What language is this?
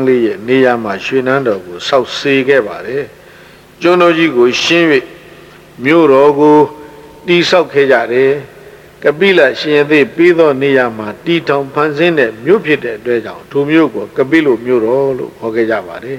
Burmese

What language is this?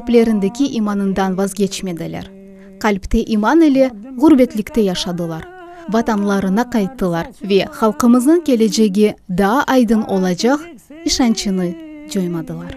Crimean Tatar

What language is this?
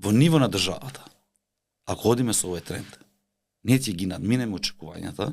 Macedonian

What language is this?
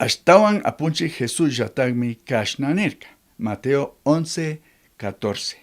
Chimborazo Highland Quichua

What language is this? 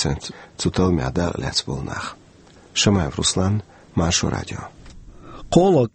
Chechen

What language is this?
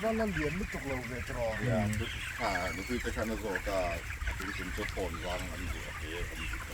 Mizo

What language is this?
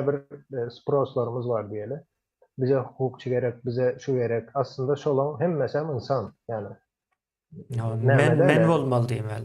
Turkmen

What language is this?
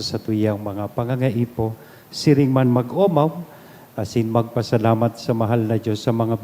Bikol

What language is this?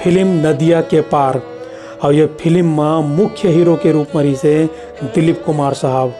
Chhattisgarhi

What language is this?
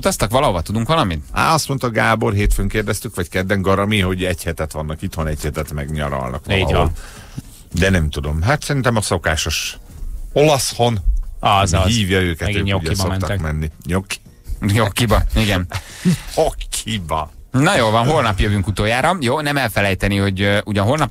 Hungarian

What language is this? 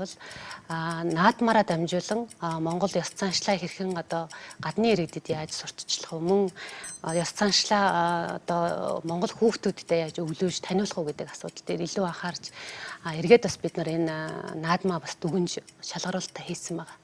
Mongolian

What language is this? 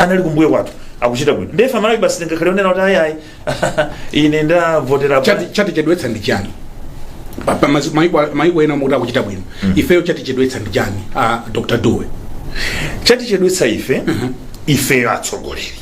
Nyanja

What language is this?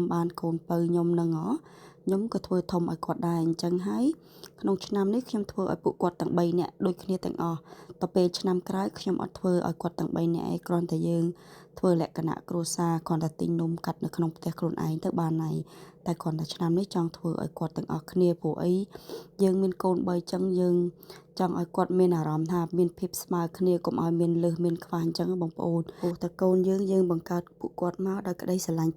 Khmer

